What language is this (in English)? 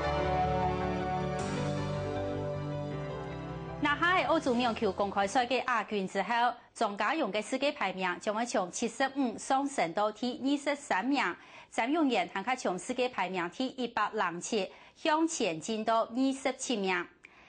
Hakka Chinese